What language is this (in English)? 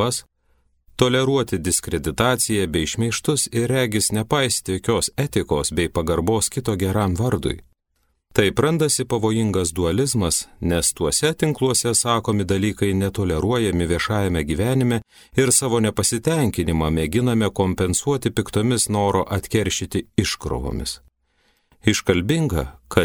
Lithuanian